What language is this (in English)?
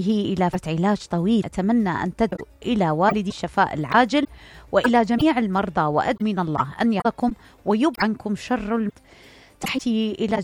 Mesopotamian Arabic